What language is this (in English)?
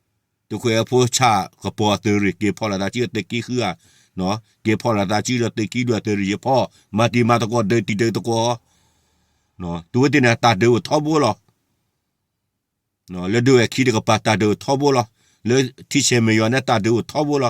S'gaw Karen